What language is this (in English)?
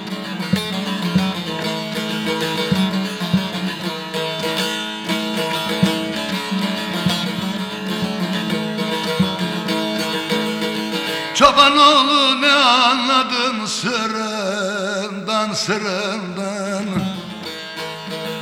Turkish